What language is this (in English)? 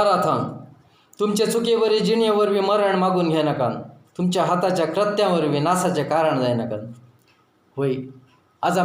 Konkani